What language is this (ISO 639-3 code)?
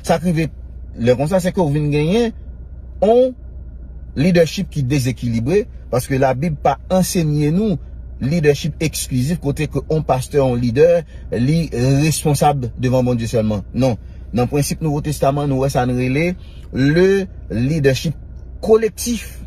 hat